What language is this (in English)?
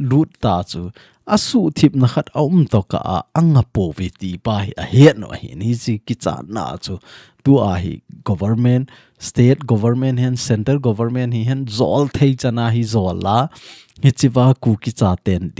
Thado Chin